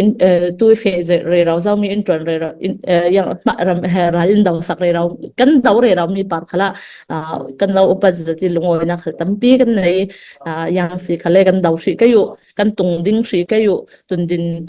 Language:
Falam Chin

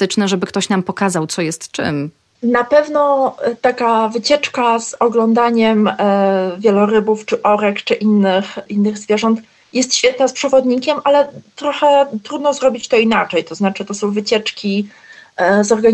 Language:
Polish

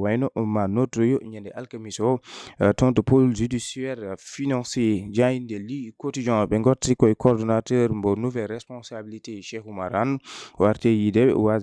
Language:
Fula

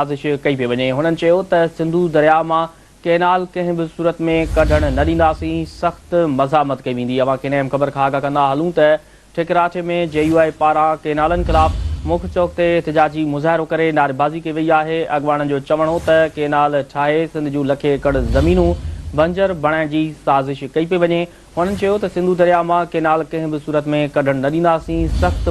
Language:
Sindhi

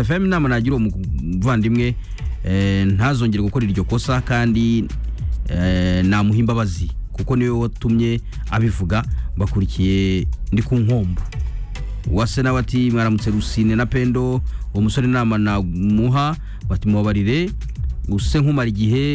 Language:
Kinyarwanda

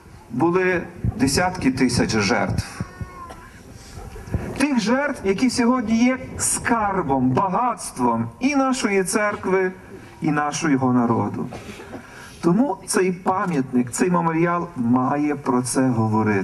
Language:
Ukrainian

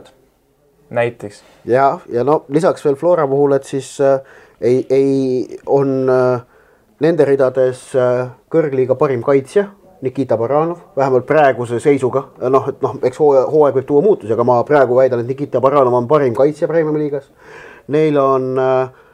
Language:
Estonian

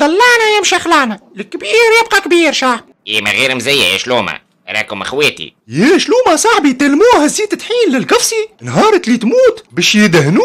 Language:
Tunisian Arabic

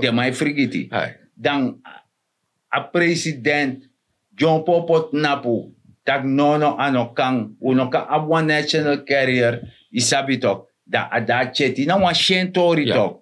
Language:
Sranan Tongo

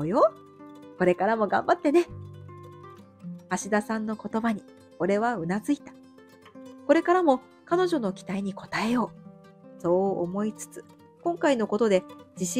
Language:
Japanese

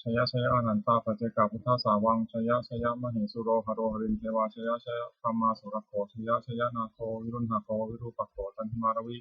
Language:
Pali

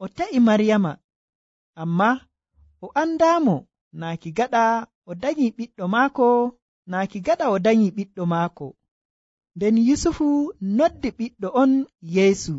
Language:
Nigerian Fulfulde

